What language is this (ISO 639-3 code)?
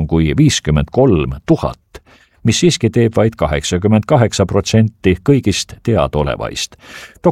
est